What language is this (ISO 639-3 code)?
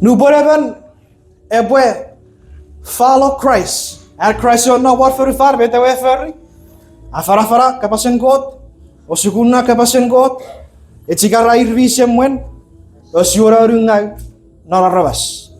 chk